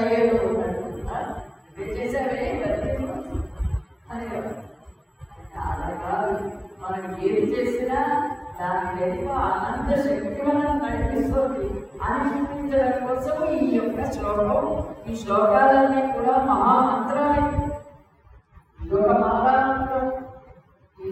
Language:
Telugu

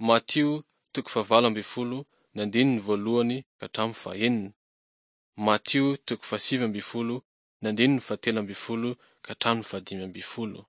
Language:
Malagasy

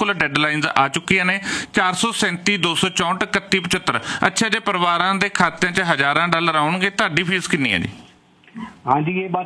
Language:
Punjabi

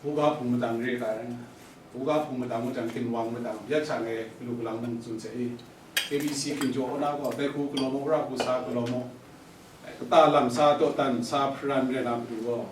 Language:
Kachin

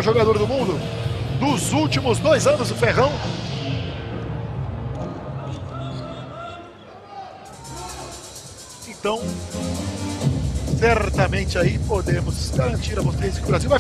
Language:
Portuguese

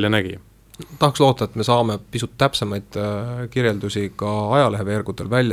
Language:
Estonian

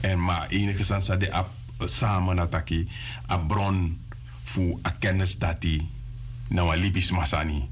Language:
Sranan Tongo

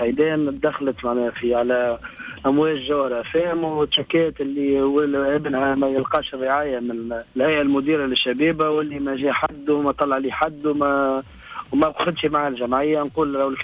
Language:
Tunisian Arabic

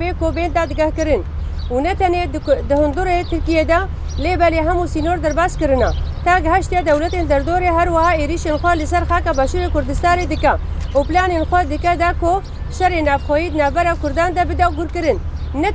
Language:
Kurdish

